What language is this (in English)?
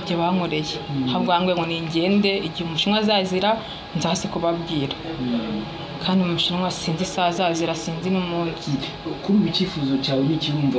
Kinyarwanda